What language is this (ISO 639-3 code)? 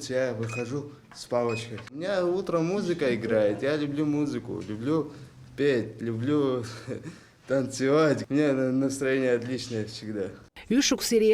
abk